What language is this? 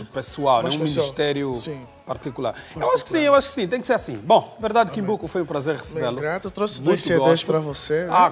Portuguese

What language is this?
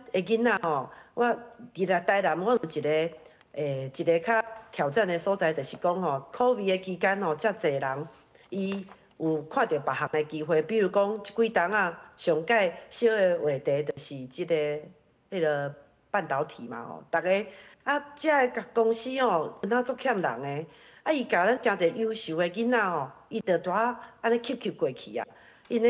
Min Nan Chinese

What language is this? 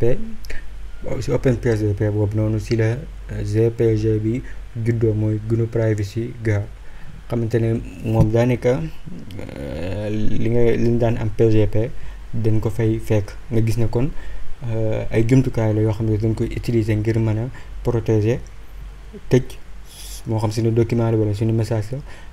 Wolof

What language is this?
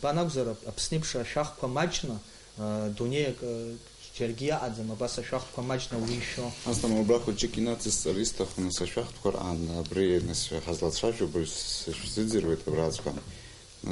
Abkhazian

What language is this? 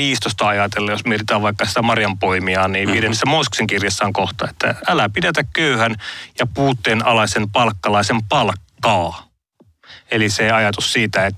Finnish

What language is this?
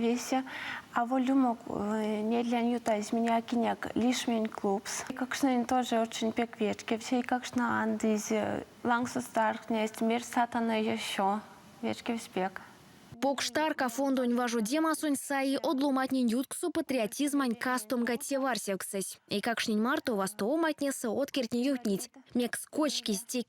Erzya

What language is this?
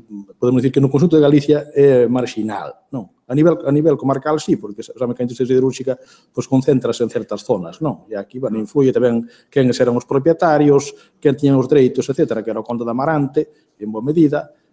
Galician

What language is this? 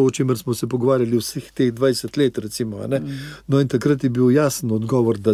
Slovenian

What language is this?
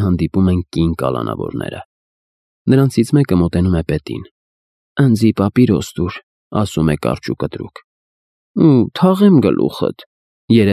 Armenian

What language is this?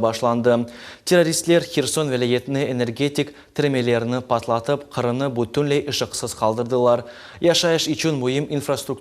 Crimean Tatar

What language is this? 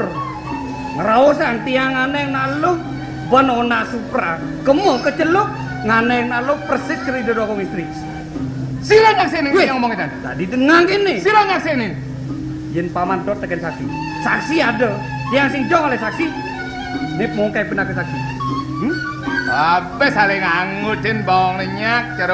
Balinese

